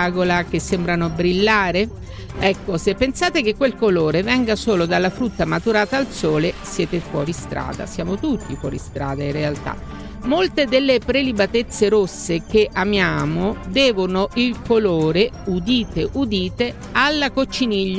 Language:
Italian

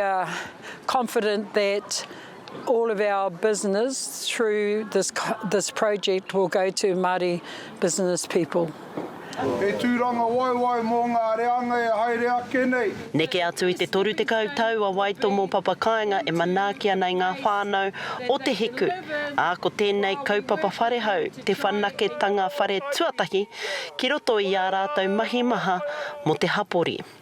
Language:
Māori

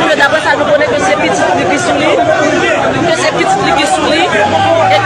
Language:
Haitian Creole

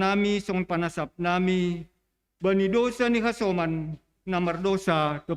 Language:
Batak Simalungun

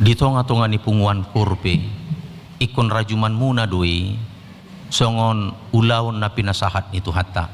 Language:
Batak Toba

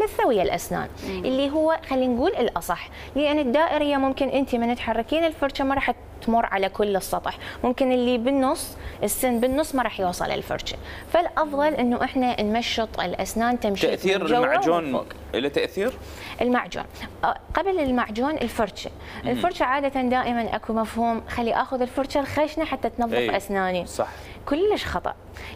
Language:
Mesopotamian Arabic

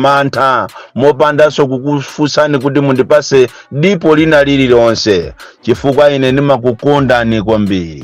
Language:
Nyanja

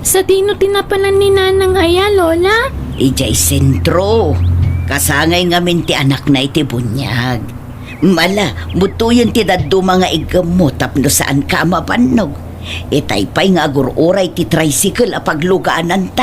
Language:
Iloko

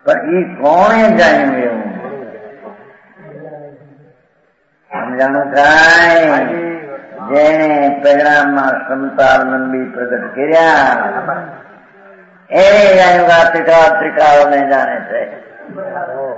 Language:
Gujarati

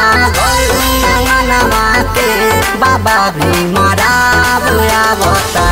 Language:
Bhojpuri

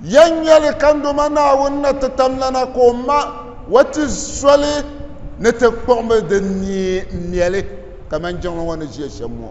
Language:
Dagbani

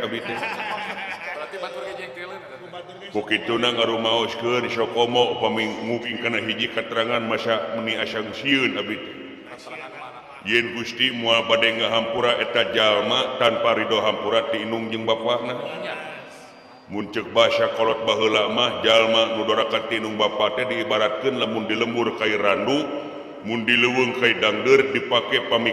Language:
Sundanese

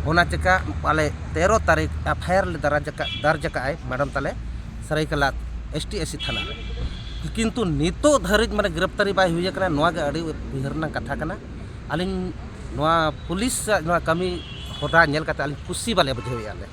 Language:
Santali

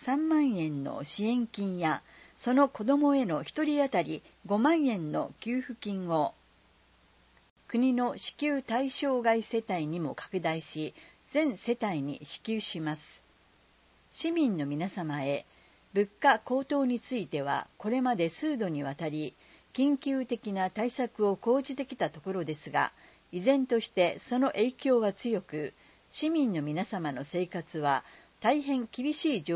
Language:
Japanese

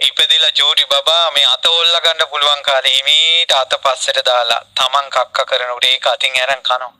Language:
Sinhala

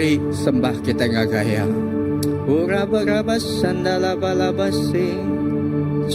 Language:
Iban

